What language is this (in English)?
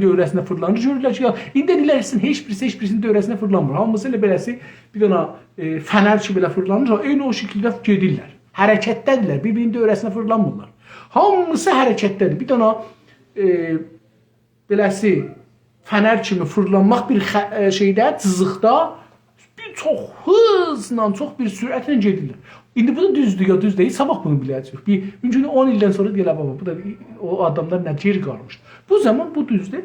South Azerbaijani